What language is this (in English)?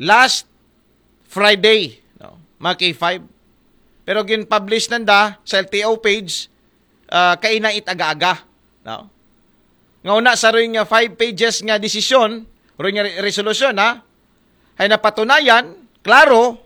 Aklanon